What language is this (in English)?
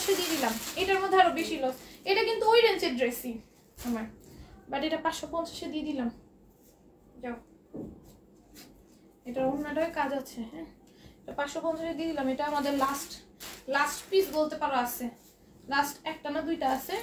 Bangla